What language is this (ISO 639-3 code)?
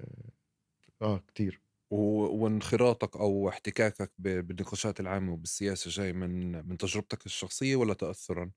apc